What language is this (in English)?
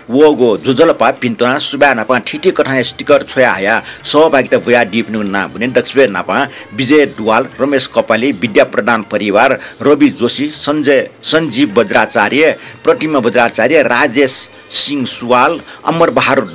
Newari